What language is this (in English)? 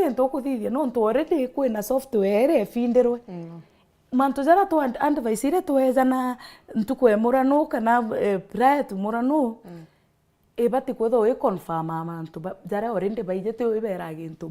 Meru